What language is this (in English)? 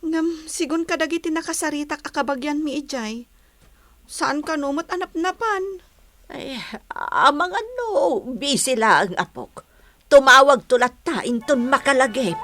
Iloko